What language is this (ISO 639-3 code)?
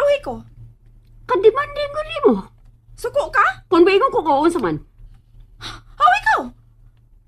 ceb